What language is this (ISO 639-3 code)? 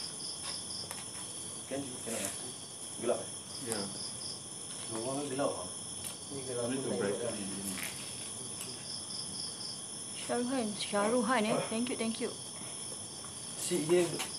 msa